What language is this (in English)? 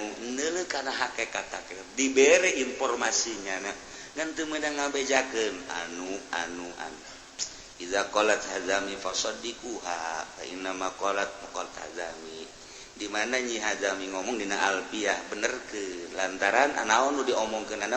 Sundanese